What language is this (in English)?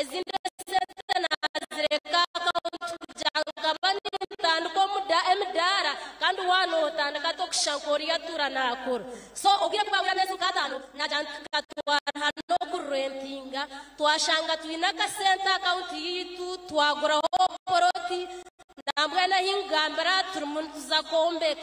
Nyankole